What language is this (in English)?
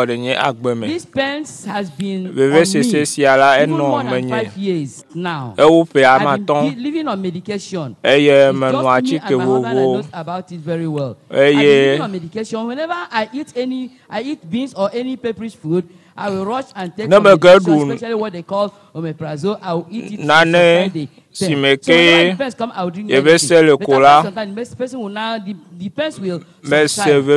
Ewe